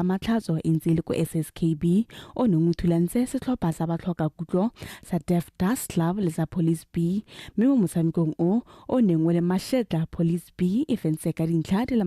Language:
Tswana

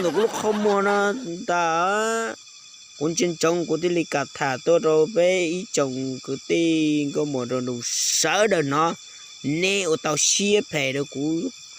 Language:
Hmong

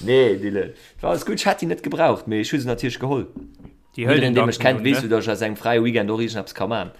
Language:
Luxembourgish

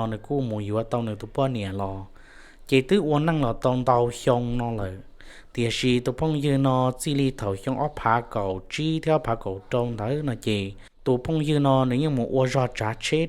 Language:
Hmong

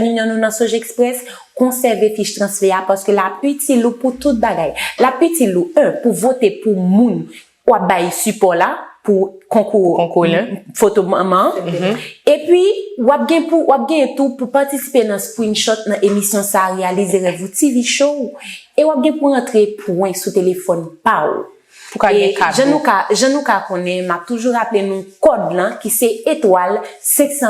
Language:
Haitian Creole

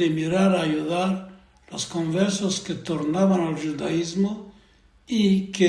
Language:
Ladino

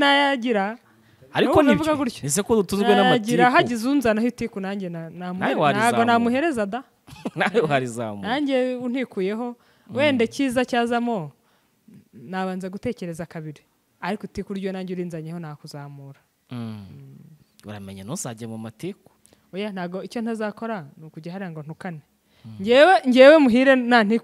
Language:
Kinyarwanda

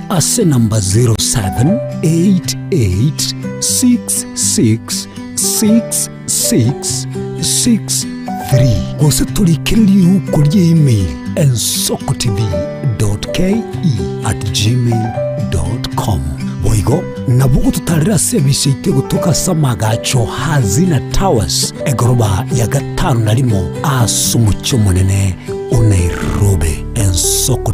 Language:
Gusii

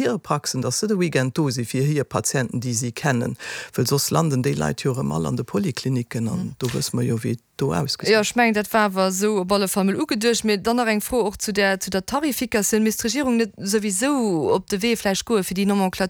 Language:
Luxembourgish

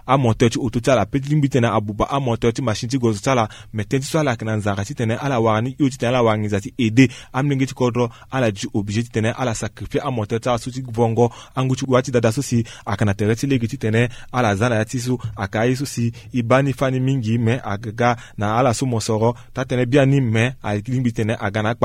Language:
Sango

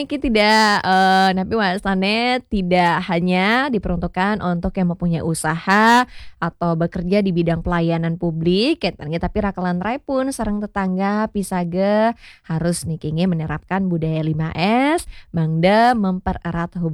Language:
Balinese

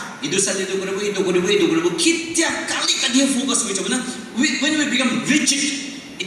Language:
Naga Pidgin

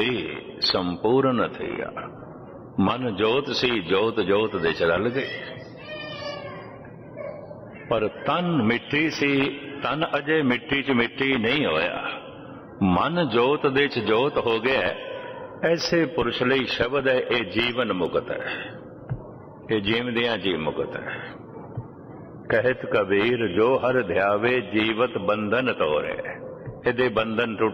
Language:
Punjabi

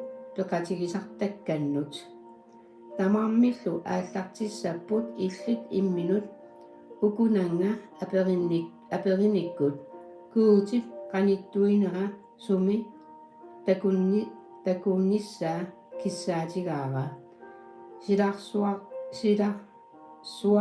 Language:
Kalaallisut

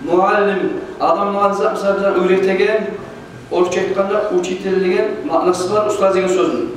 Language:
Kumyk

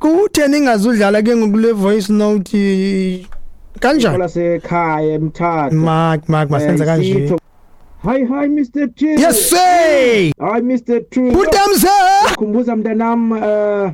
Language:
Xhosa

